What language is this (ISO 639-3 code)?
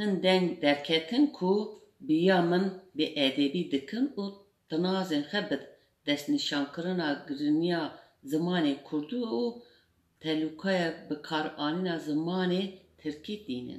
kur